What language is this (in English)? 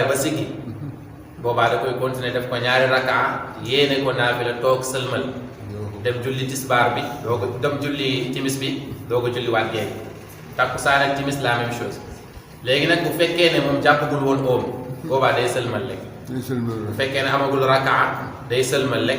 Wolof